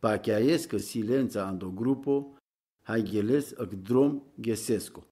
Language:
Romany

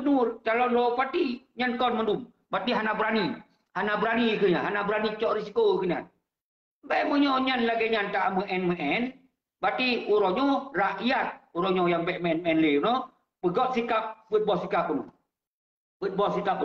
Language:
Achinese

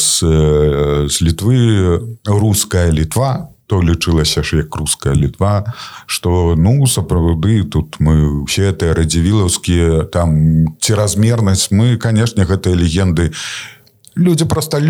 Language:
Belarusian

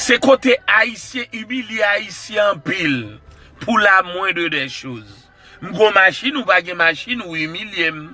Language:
Haitian Creole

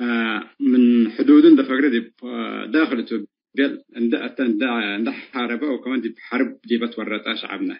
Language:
Tigre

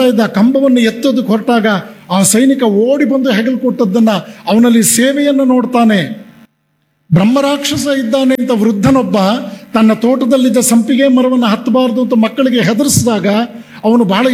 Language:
Kannada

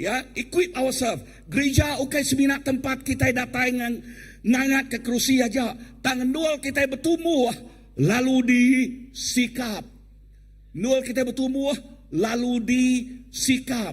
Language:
Iban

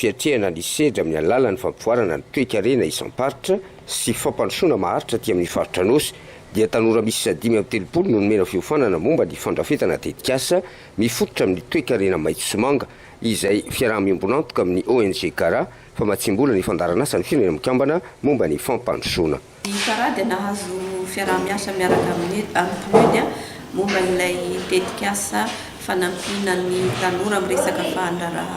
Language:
Malagasy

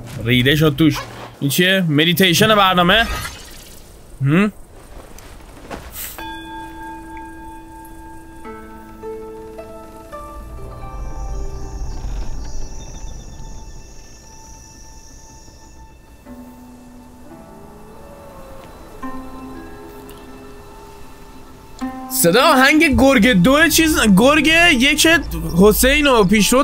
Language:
Persian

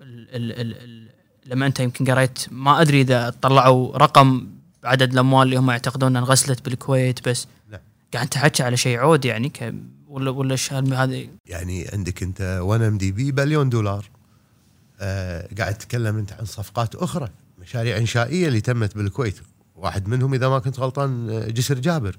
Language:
Gulf Arabic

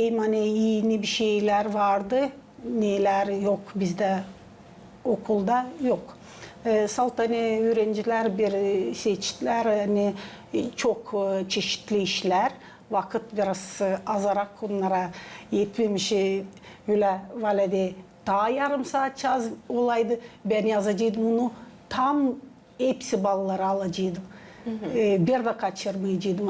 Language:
Gagauz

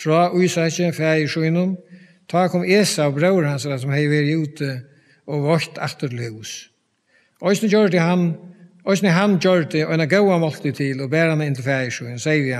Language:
Faroese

